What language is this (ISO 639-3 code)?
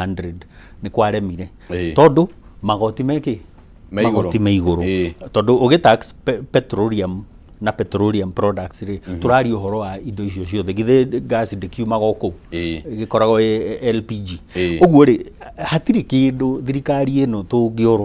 kik